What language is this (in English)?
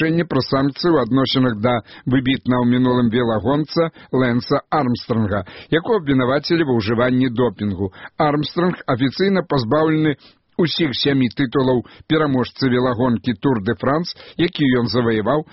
Belarusian